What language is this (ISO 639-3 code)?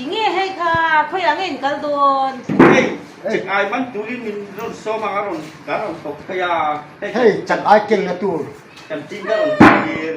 hmr